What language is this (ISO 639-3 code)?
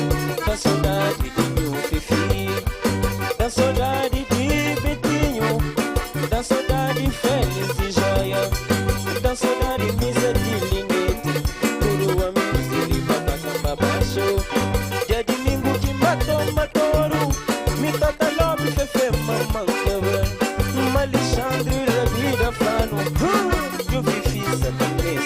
kea